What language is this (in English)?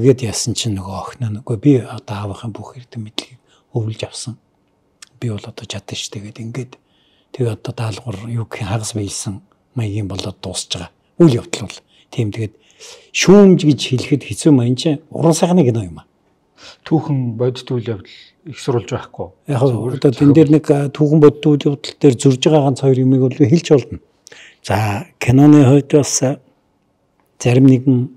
Mongolian